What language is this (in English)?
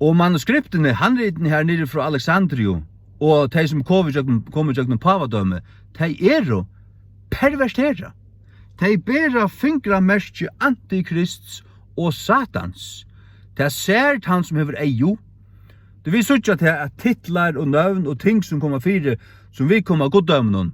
Faroese